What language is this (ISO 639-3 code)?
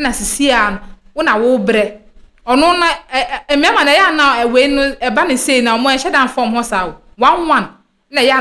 aka